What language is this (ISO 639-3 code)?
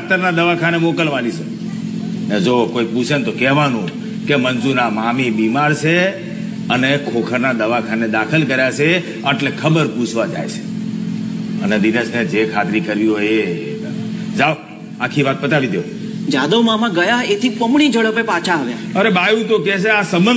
guj